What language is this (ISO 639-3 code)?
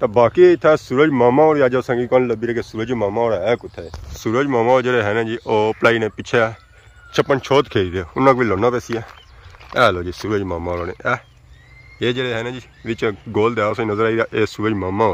phr